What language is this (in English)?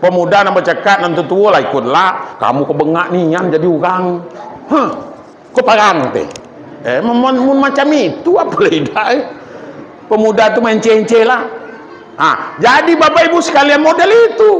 Minangkabau